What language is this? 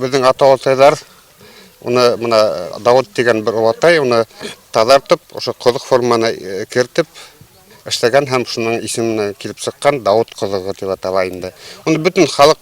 Bashkir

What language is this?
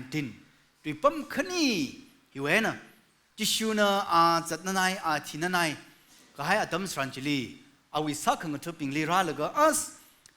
Tangkhul Naga (India)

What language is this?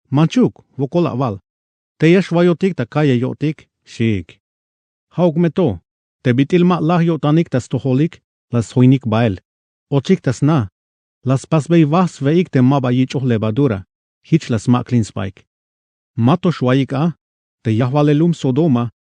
Tzeltal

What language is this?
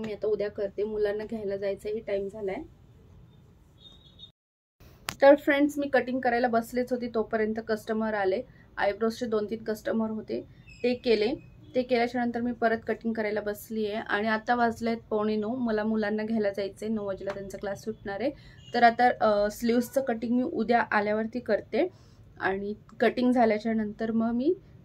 Marathi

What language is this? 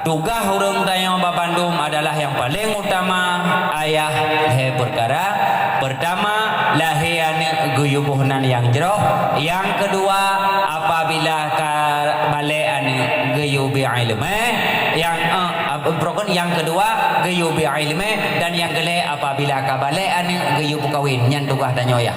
Achinese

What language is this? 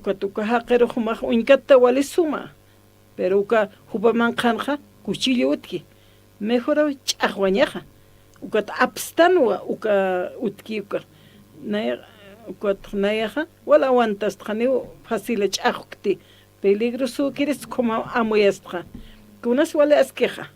Aymara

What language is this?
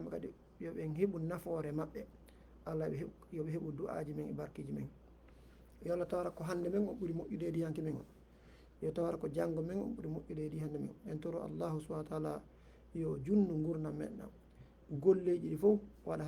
Fula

